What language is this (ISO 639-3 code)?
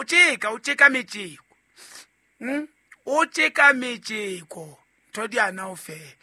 sot